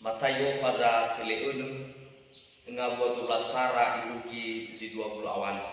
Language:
Nias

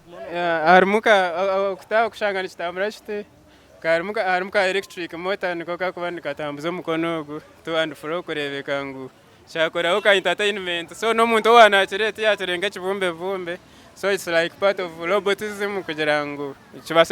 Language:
Nyankole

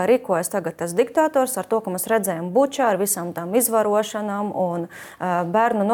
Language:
Latvian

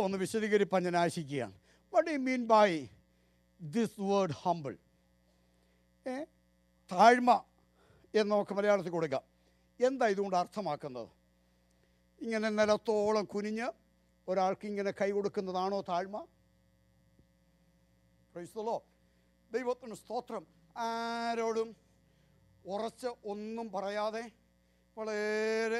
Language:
Malayalam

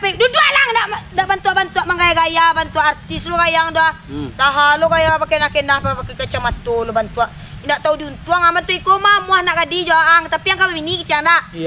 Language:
Minangkabau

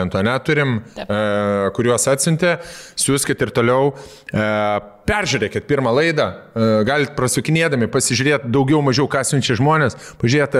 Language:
Lithuanian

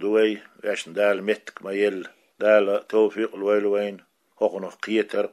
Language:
Chechen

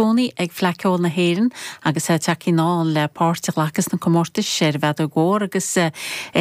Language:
Irish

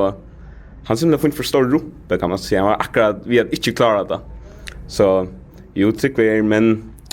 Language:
Faroese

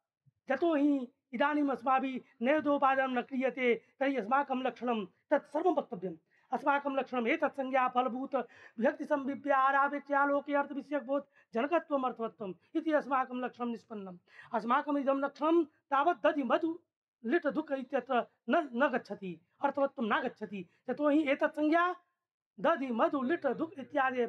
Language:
Sanskrit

